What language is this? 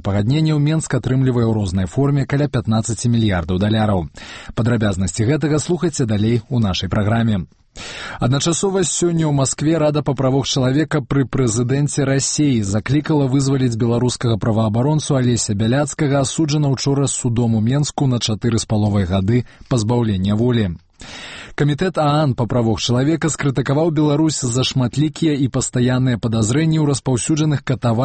Belarusian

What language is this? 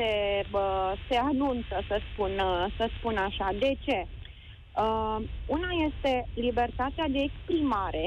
Romanian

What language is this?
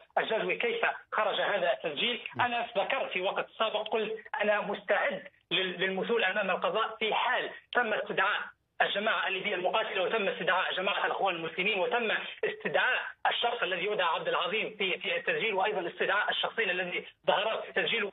Arabic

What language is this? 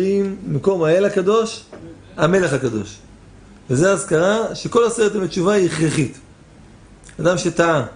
Hebrew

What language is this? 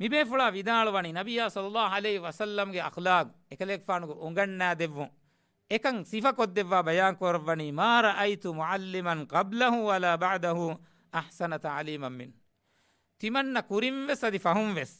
Divehi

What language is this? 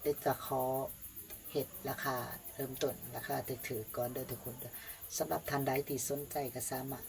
Lao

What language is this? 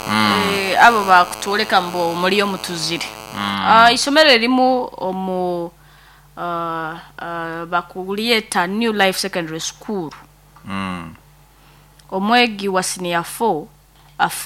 Nyoro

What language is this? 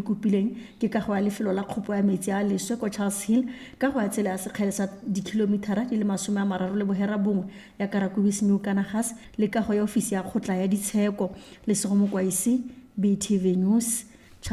Tswana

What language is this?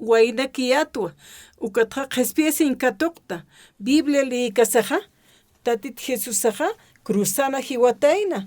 Aymara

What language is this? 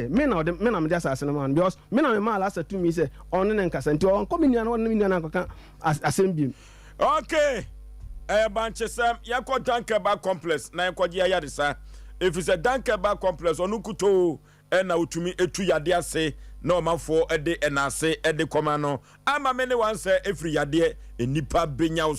Akan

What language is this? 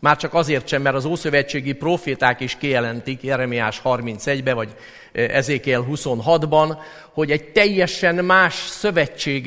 Hungarian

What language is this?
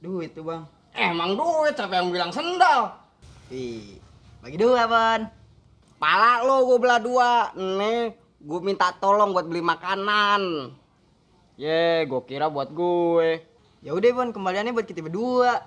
Betawi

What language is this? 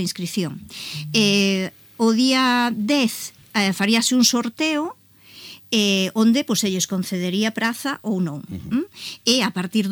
Galician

